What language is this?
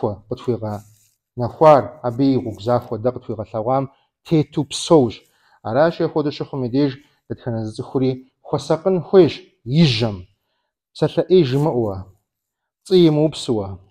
Kabardian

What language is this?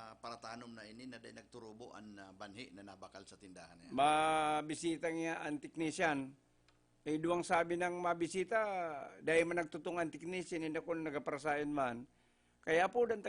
Bikol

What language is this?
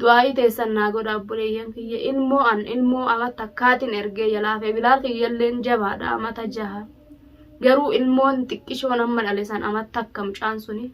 Oromo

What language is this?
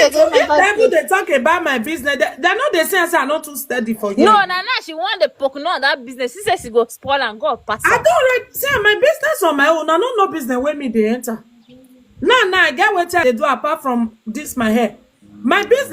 Nigerian Pidgin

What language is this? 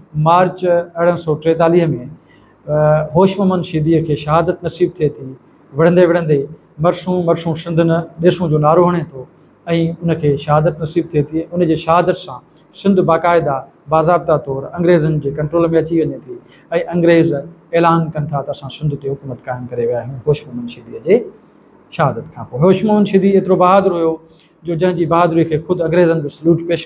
Sindhi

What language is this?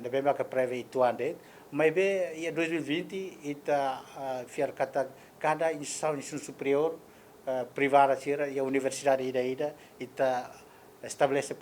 Tetum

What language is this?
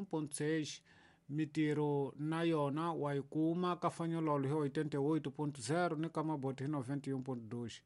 Tsonga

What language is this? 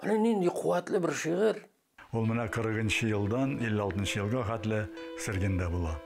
Tatar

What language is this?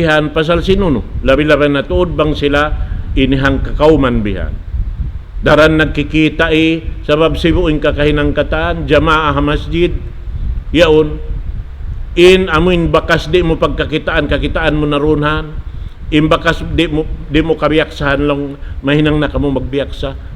Tausug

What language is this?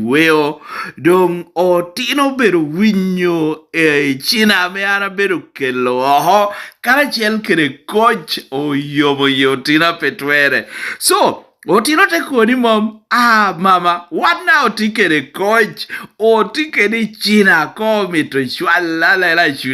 Lango (Uganda)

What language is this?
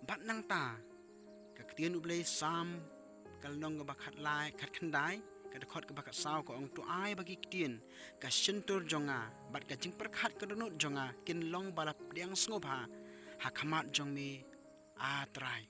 Khasi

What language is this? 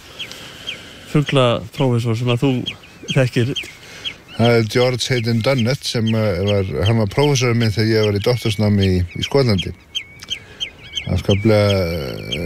Icelandic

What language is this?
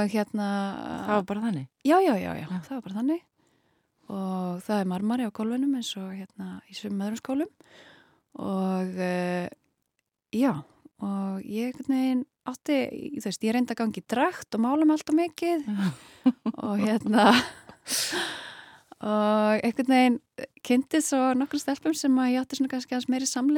Icelandic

